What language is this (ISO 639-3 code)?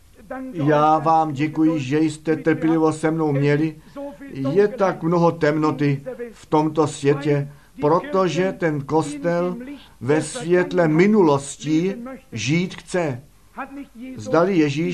ces